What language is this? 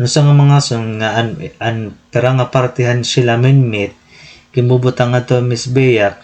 Waray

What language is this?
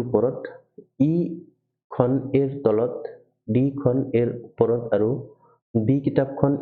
Assamese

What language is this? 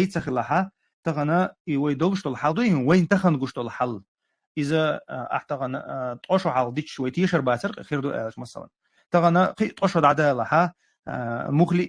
Chechen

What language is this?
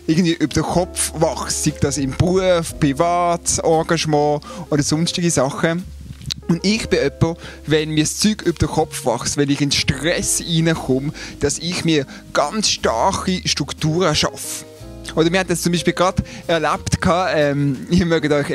Swiss German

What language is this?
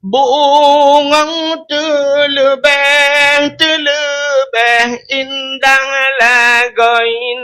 Achinese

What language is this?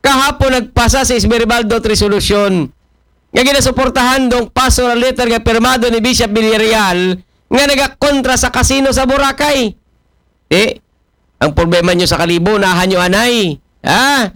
Aklanon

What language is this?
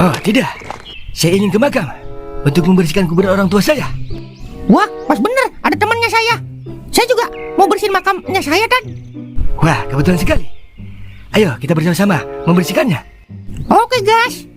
Betawi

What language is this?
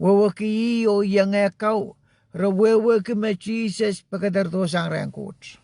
Pohnpeian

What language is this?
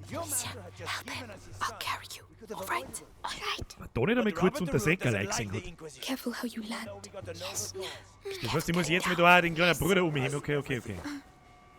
Bavarian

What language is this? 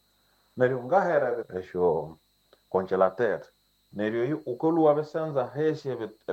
Nande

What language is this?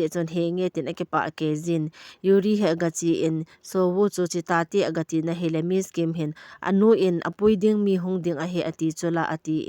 Thado Chin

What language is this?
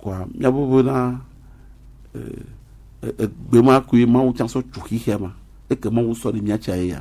Gen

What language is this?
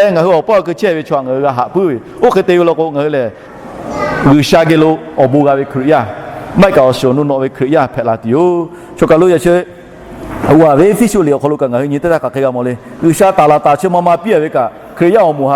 Lahu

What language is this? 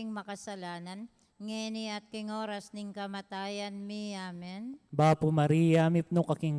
Pampanga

